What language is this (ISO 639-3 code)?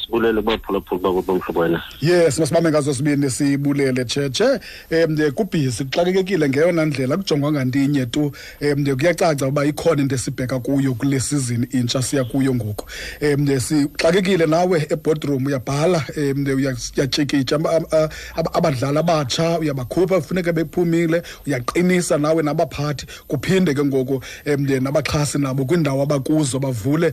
xho